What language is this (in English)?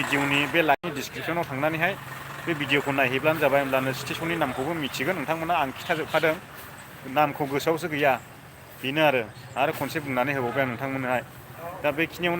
Bodo